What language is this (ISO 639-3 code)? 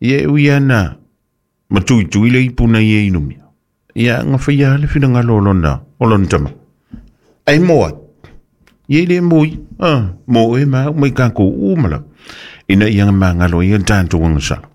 smo